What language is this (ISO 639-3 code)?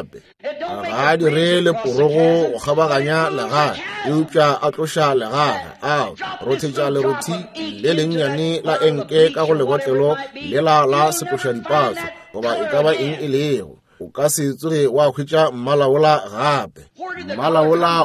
nso